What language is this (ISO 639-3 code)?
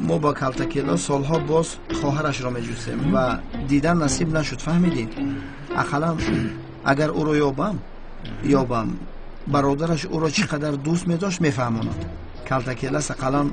tgk